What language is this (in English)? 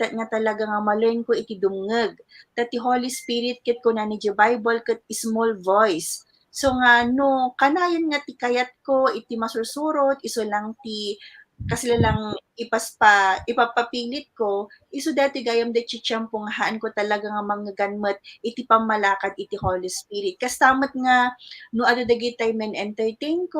Iloko